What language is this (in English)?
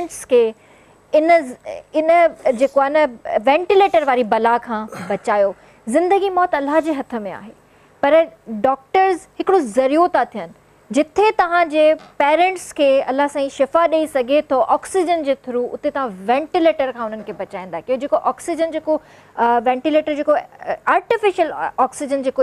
Sindhi